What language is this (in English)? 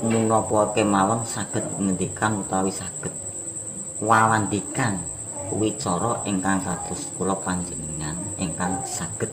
Javanese